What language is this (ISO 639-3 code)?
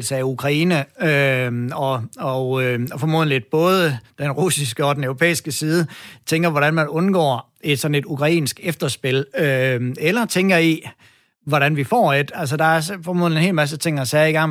dan